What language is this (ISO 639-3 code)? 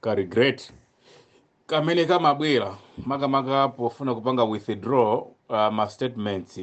nya